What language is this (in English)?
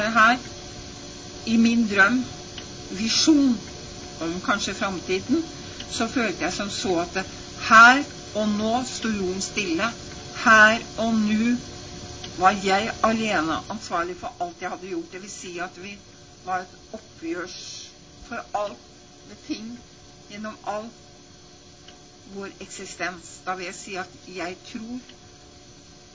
Norwegian